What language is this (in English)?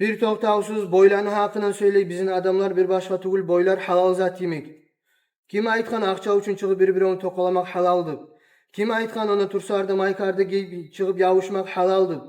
Kumyk